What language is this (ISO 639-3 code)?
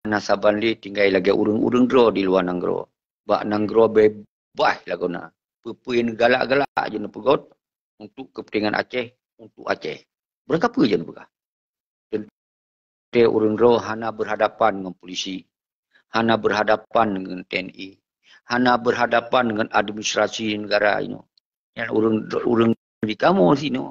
ace